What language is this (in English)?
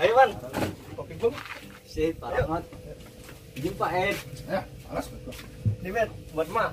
Betawi